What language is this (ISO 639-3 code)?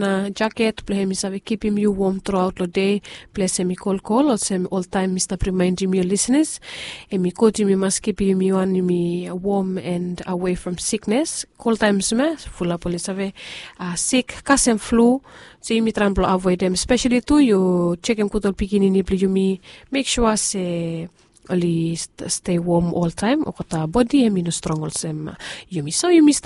bis